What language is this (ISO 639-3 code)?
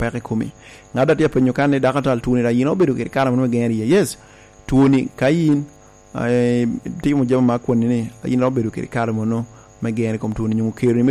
laj